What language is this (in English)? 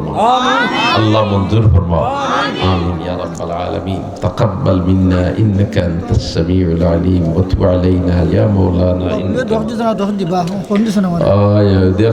Sylheti